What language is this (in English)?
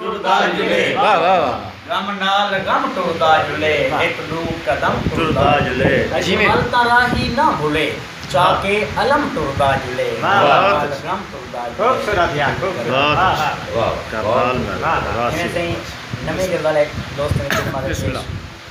Saraiki